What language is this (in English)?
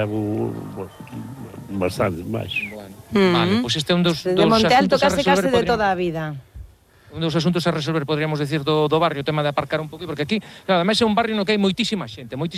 Galician